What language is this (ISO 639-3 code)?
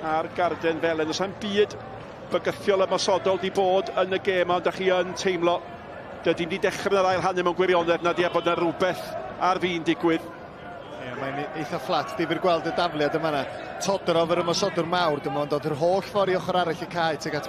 cym